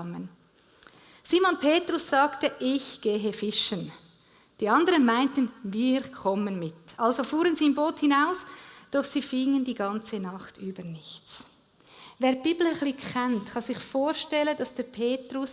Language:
Swiss German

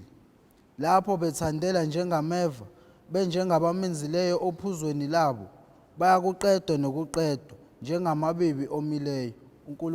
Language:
Zulu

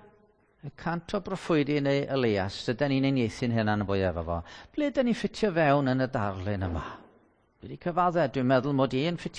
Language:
Welsh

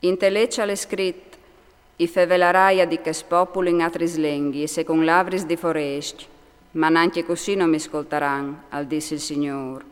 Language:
Friulian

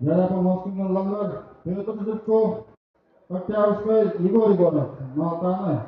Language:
Yakut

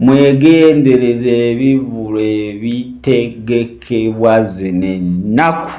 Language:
Ganda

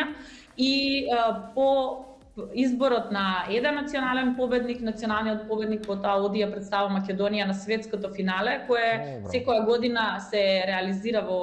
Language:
Macedonian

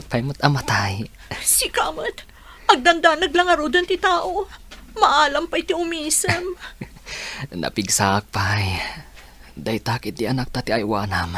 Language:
Iloko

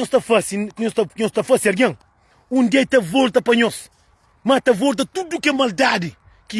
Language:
Kabuverdianu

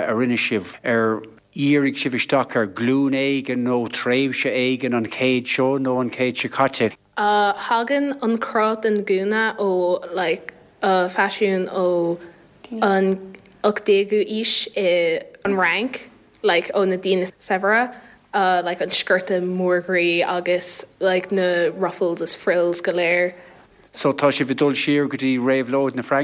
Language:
Irish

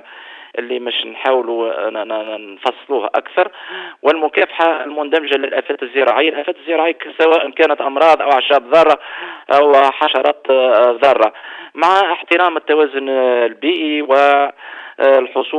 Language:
Tunisian Arabic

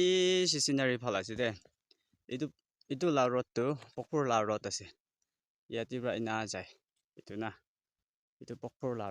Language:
Naga Pidgin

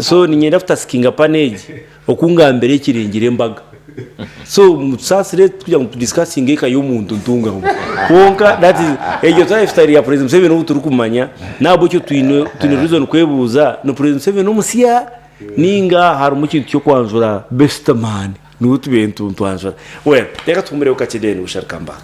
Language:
Nyankole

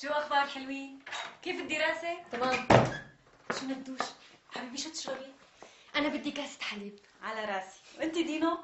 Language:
North Levantine Arabic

